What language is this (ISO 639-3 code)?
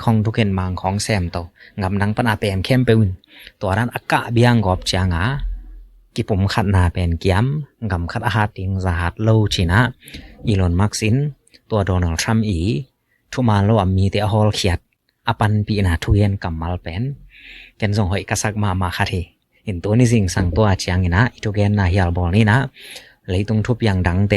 ctd